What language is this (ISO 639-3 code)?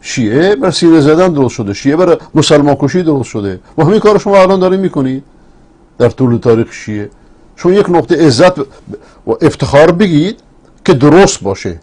fas